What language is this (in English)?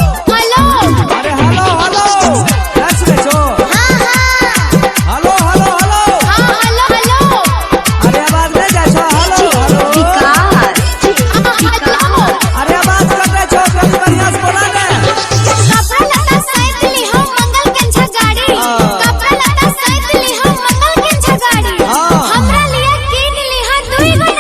Maithili